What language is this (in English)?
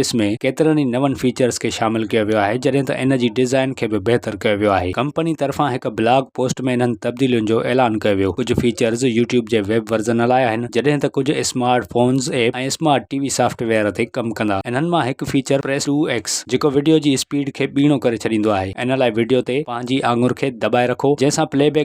Sindhi